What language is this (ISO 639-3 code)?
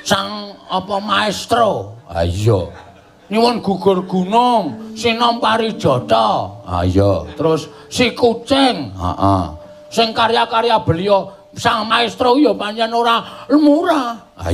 jav